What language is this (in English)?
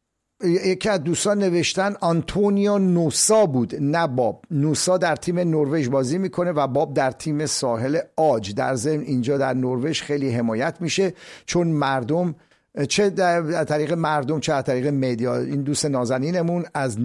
Persian